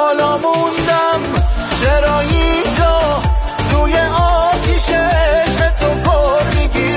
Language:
Persian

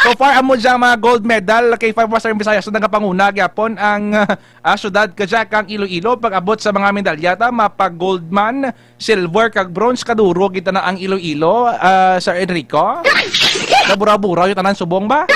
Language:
Hiligaynon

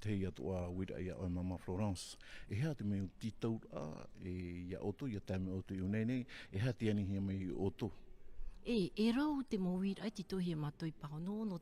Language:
Tahitian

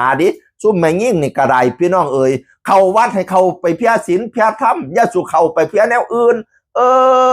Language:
Northeastern Thai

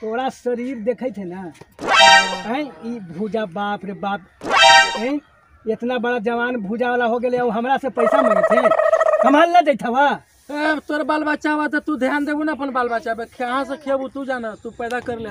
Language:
Magahi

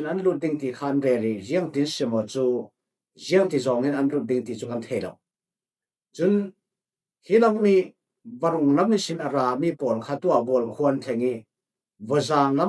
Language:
Falam Chin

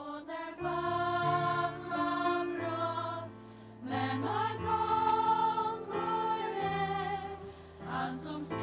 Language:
Faroese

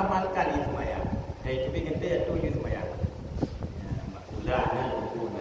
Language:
Achinese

